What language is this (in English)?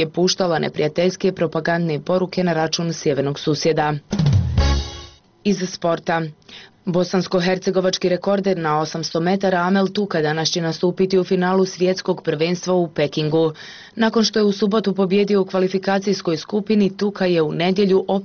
Bosnian